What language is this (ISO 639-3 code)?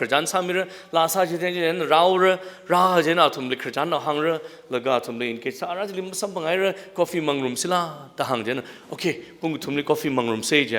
nmf